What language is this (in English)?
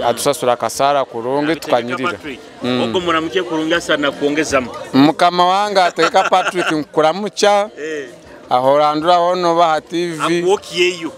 Nyoro